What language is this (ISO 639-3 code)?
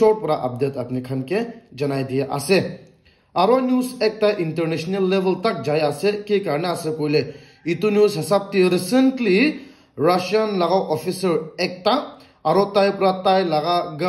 nag